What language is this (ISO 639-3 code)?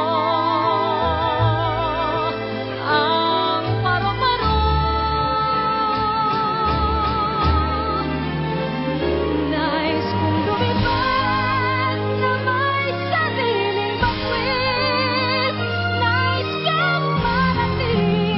fil